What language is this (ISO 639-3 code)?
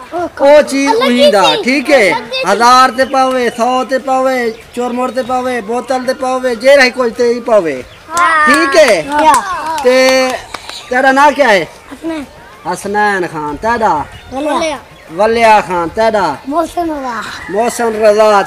skr